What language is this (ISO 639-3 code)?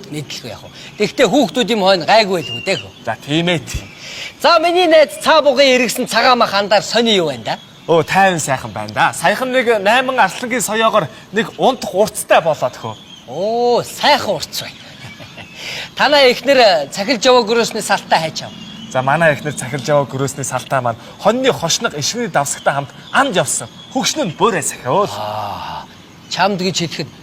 mon